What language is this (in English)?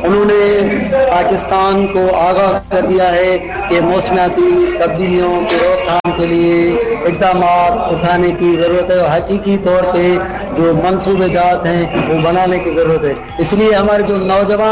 Urdu